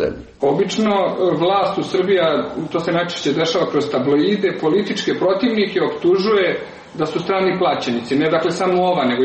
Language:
Serbian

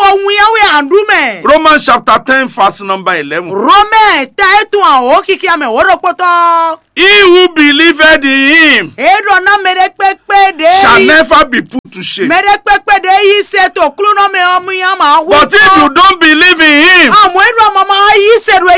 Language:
Fon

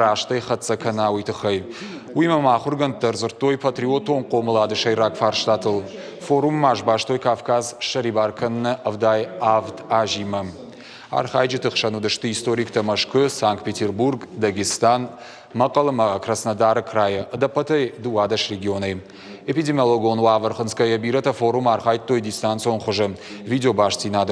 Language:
Ossetic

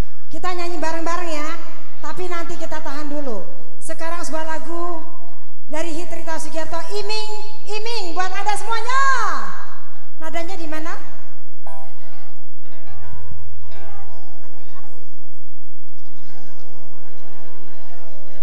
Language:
Indonesian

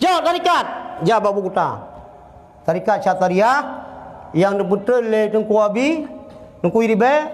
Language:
Achinese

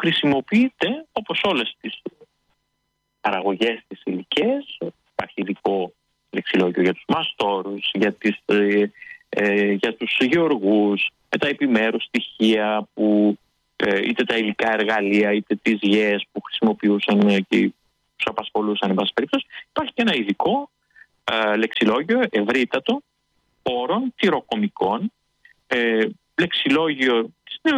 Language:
Greek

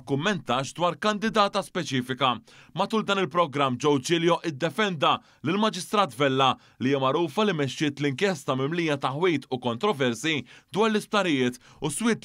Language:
Maltese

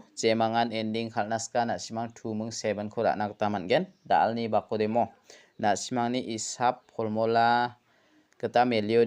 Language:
Garo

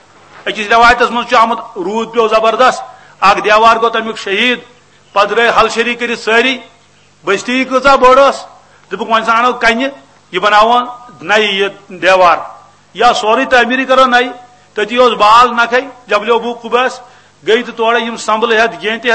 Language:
Kashmiri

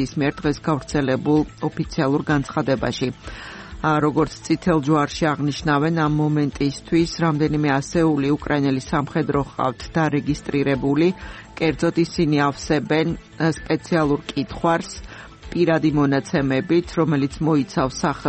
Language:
Georgian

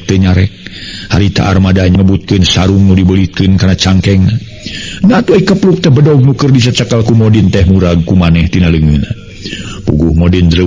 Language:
Sundanese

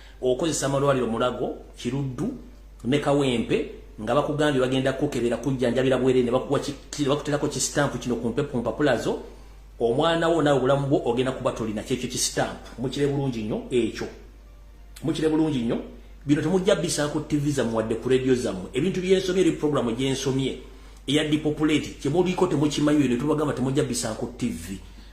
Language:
Ganda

